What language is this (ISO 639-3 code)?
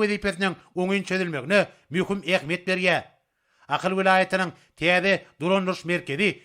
tuk